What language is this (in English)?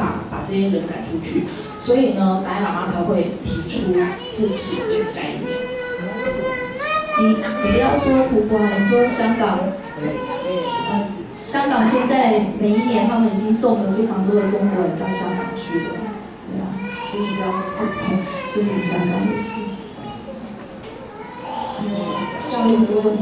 Chinese